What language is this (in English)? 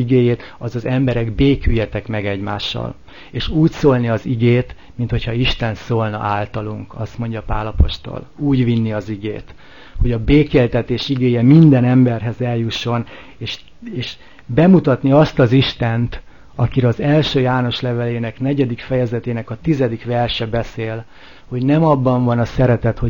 Hungarian